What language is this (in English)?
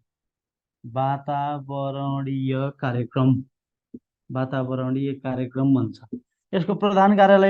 Nepali